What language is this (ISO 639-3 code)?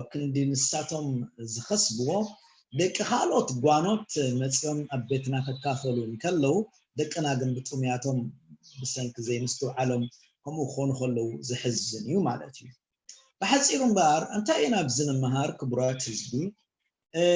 tir